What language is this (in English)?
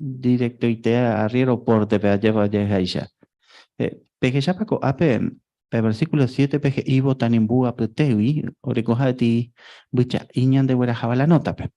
Guarani